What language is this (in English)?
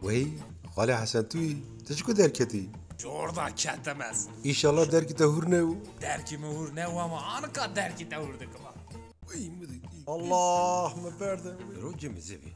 Kurdish